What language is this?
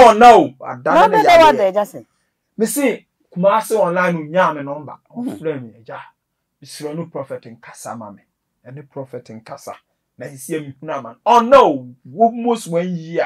Akan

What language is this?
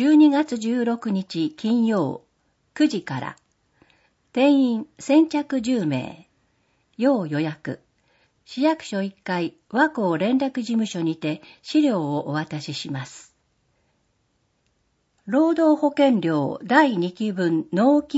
Japanese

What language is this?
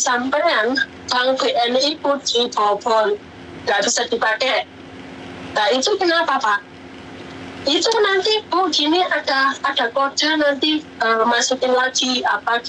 Indonesian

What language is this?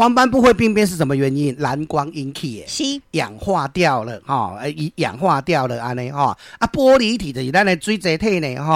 Min Nan Chinese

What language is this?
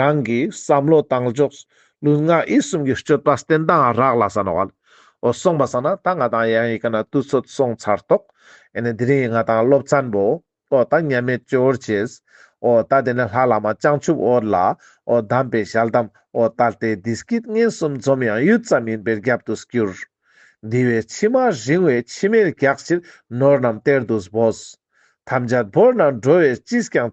Ladakhi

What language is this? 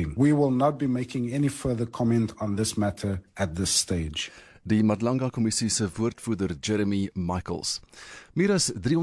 Afrikaans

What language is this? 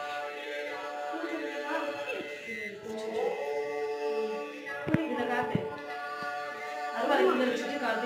Tamil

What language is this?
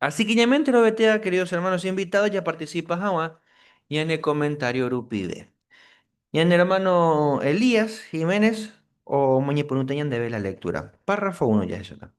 Guarani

